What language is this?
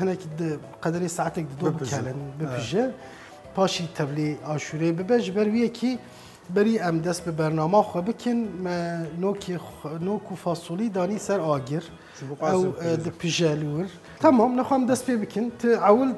Kurdish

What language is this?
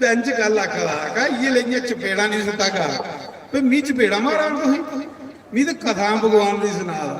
Dogri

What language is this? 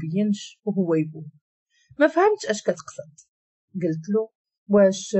Moroccan Arabic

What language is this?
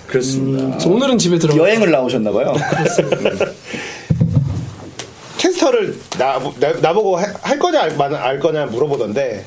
Korean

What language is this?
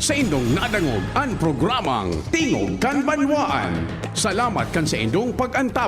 Bikol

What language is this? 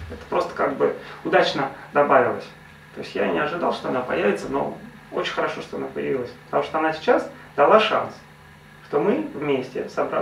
Russian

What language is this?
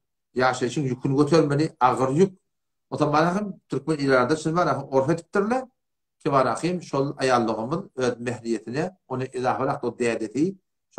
Turkmen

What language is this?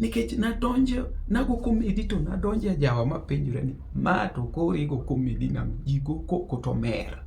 Luo (Kenya and Tanzania)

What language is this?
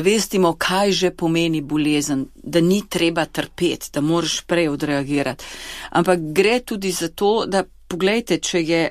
Slovenian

